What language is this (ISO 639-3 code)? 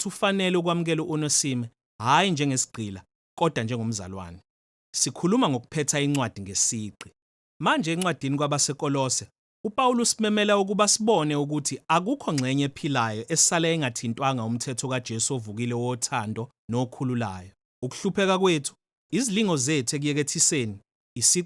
zul